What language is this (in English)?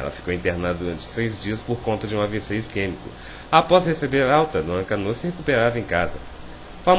Portuguese